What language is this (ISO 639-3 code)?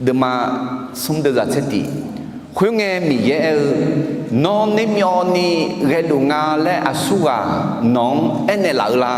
ahk